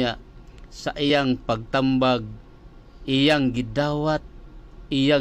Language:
Cebuano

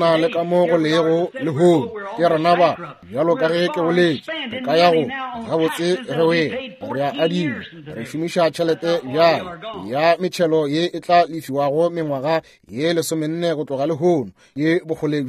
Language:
Northern Sotho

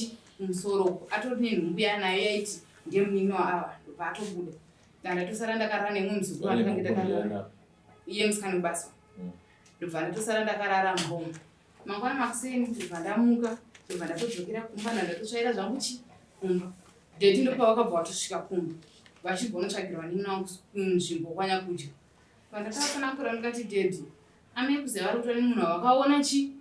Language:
Shona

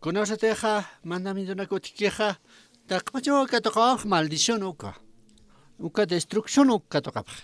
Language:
Aymara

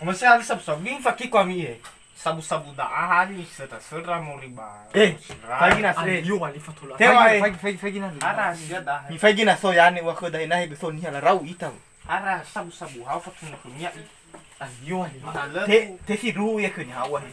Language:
Nias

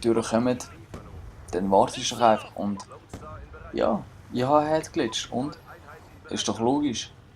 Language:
Swiss German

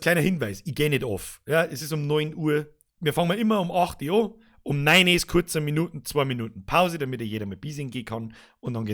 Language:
Bavarian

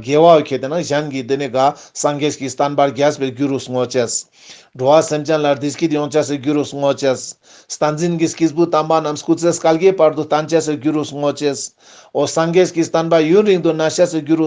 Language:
Ladakhi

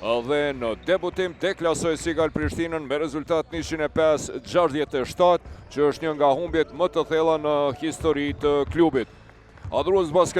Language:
Albanian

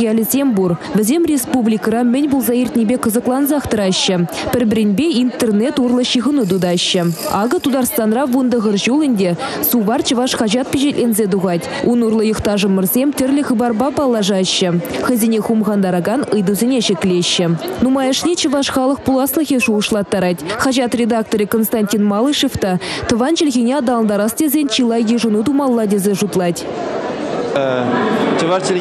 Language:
Chuvash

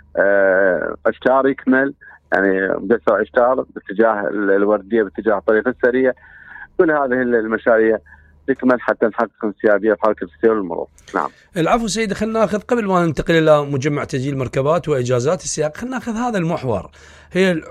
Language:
Mesopotamian Arabic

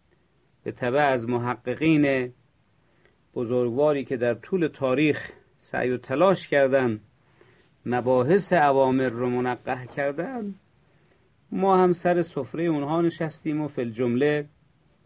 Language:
Persian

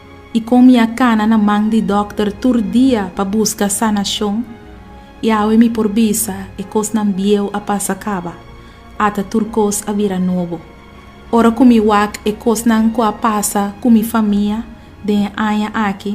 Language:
Papiamento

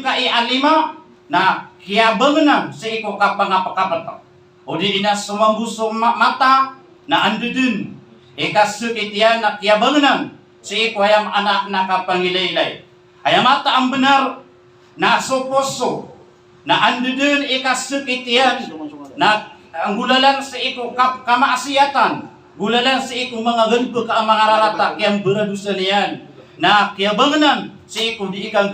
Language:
Maranao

